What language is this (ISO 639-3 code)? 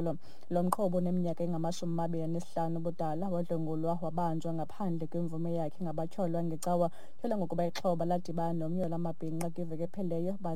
xho